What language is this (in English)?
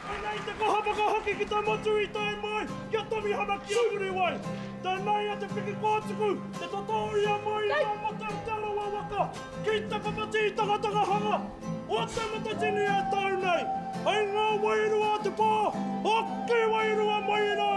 Māori